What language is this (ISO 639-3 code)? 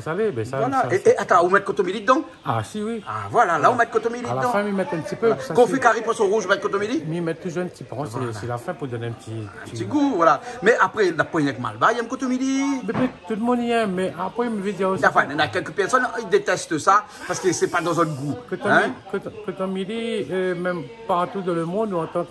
rcf